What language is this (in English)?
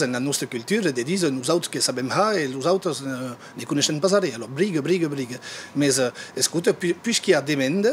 Occitan